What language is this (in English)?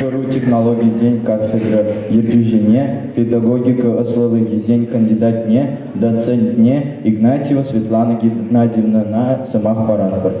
Chuvash